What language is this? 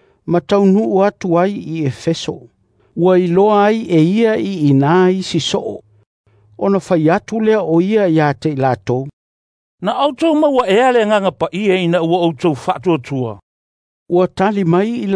Samoan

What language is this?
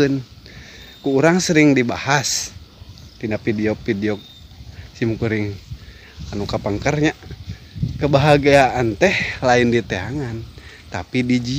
Sundanese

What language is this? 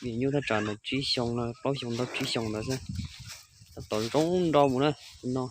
Hmong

